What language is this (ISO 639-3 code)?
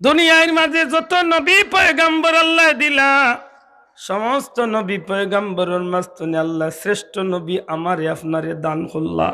syl